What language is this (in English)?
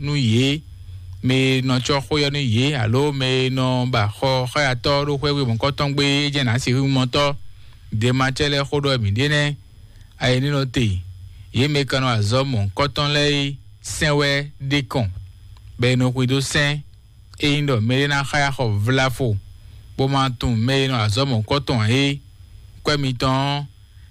Fon